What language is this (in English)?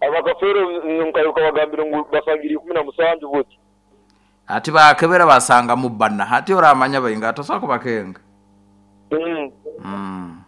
Nyoro